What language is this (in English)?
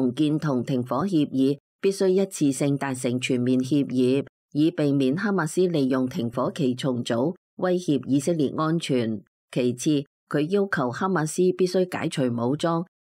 Cantonese